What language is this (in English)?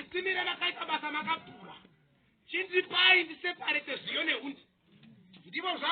Shona